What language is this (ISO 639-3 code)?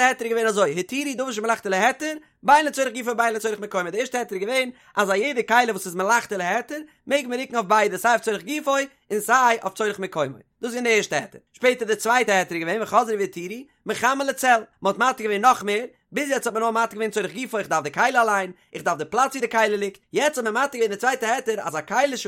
yid